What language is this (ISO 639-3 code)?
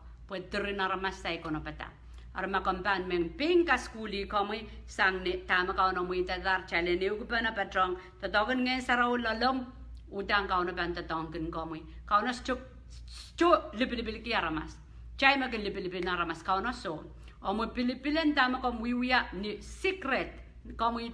pon